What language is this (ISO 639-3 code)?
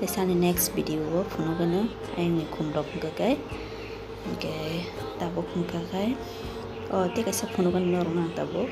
trp